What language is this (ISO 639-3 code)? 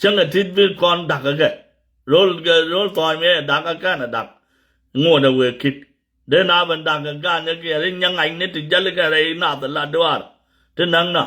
nus